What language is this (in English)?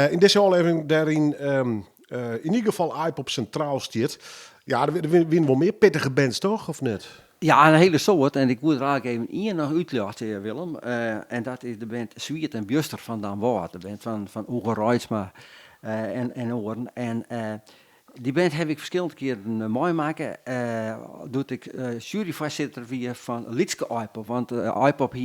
Western Frisian